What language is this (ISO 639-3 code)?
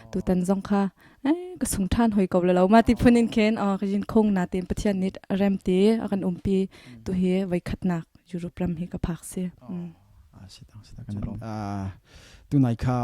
cnh